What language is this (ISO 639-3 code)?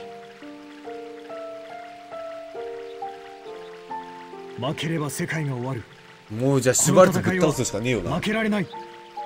jpn